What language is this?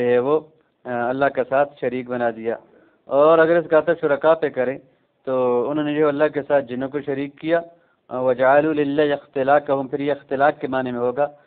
Urdu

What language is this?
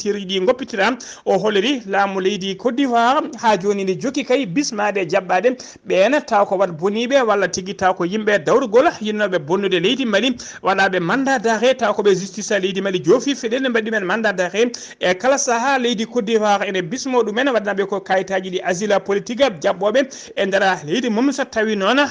Fula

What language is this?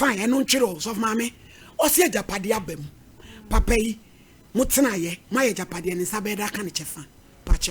Akan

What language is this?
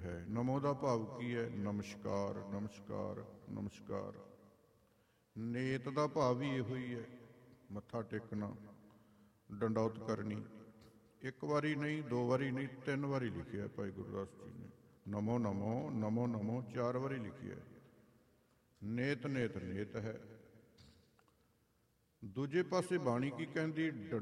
Punjabi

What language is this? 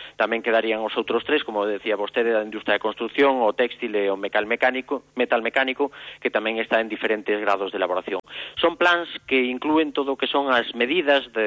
Galician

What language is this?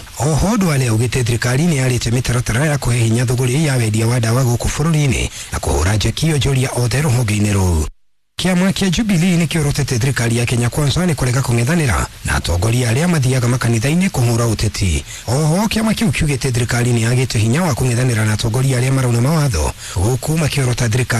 Kikuyu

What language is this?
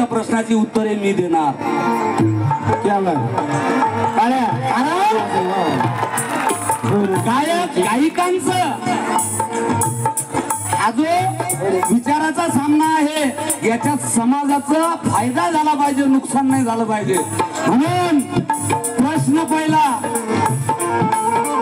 Marathi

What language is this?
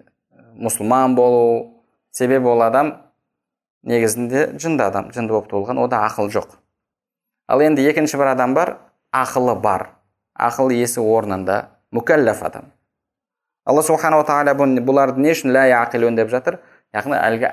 Kazakh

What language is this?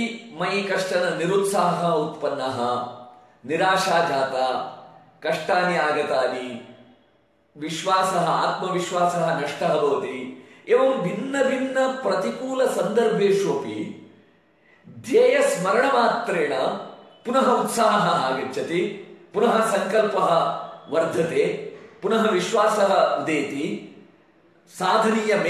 Sanskrit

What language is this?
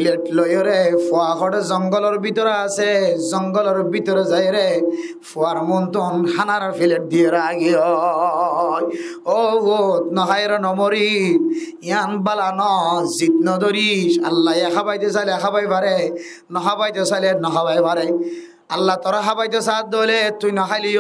Rohingya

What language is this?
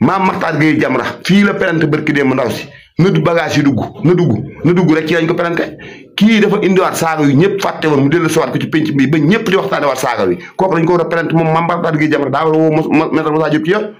Wolof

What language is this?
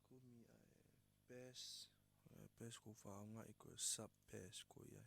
Tongan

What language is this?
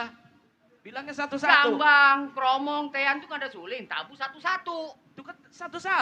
Betawi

